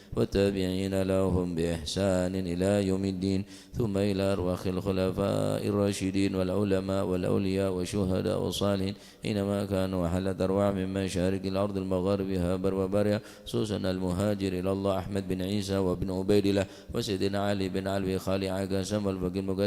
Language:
Madurese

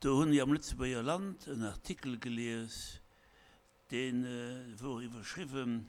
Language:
Luxembourgish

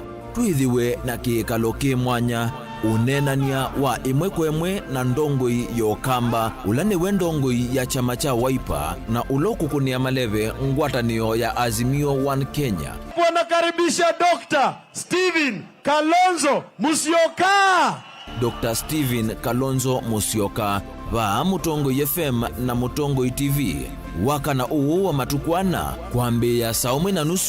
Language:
Kamba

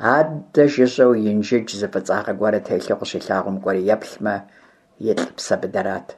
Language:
Kabardian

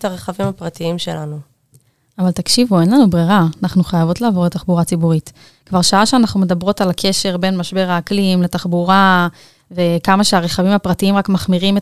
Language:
Hebrew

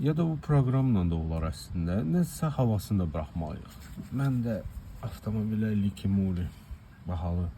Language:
Azerbaijani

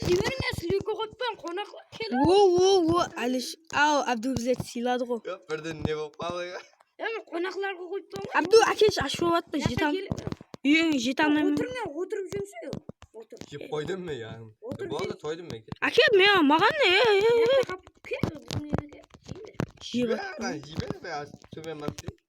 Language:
Kara-Kalpak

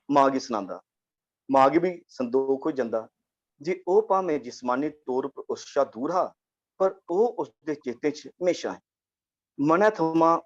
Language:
Dogri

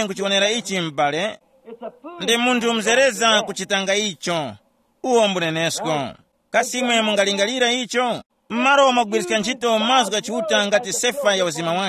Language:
Tumbuka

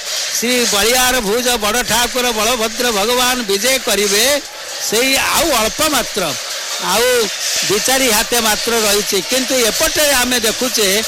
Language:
Odia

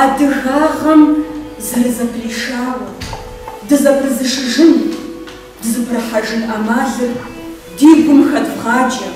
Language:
Kabardian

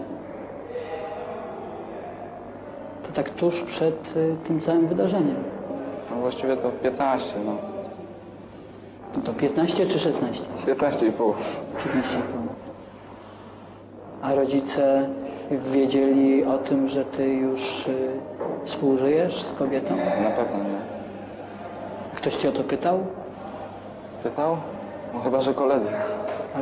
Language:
Polish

